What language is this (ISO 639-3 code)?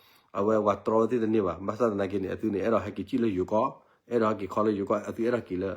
ksw